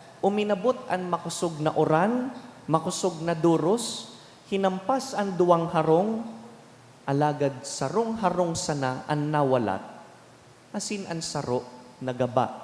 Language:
Bikol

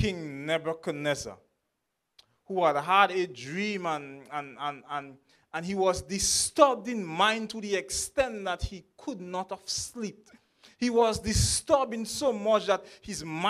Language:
English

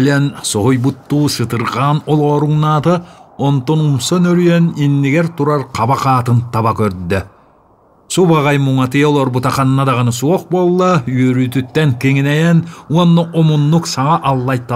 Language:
Yakut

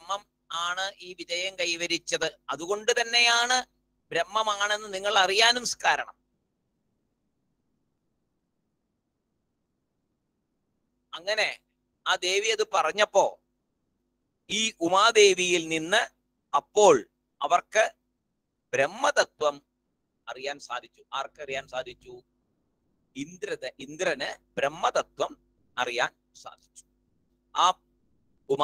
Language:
Malayalam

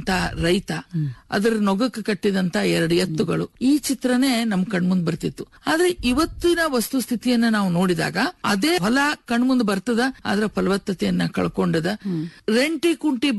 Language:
Kannada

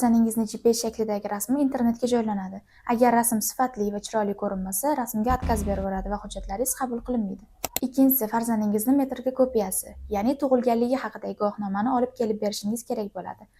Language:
Uzbek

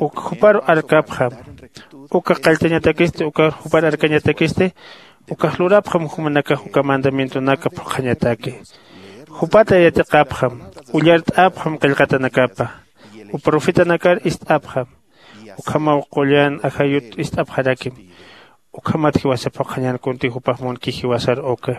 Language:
Aymara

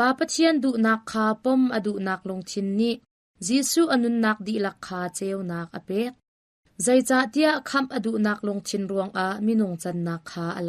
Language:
Hakha Chin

